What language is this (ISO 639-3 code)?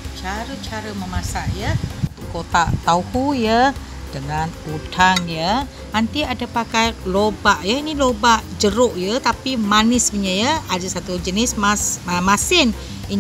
msa